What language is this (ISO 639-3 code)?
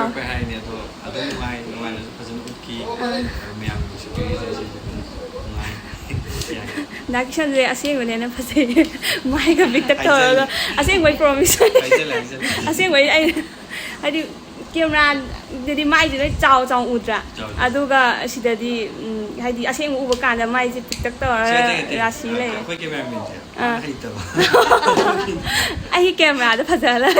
mni